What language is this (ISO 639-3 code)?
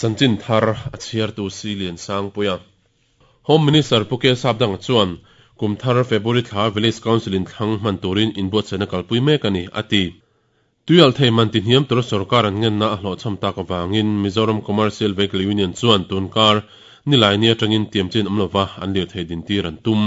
lus